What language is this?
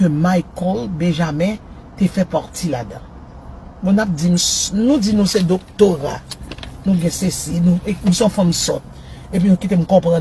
Haitian Creole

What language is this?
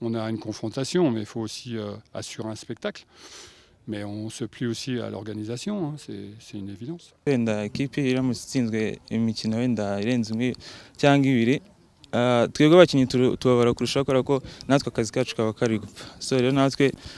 Kinyarwanda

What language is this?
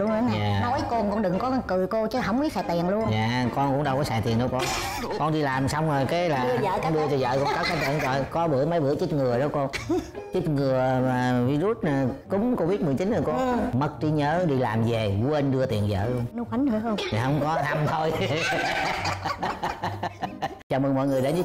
Vietnamese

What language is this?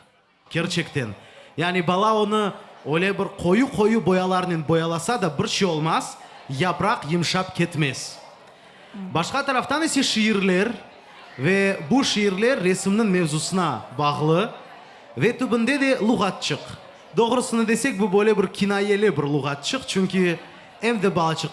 Crimean Tatar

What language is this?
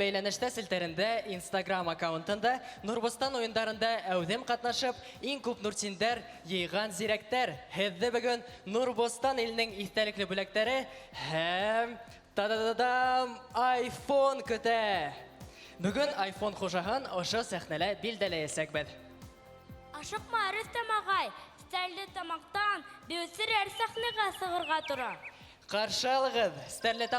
Bashkir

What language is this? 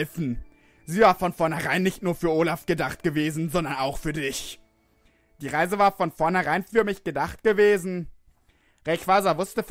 German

